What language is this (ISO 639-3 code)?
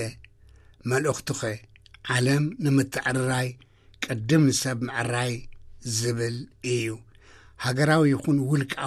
tir